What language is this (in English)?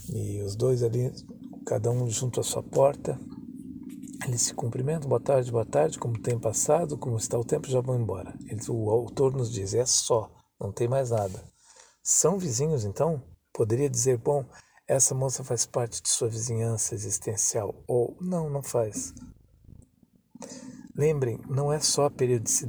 Portuguese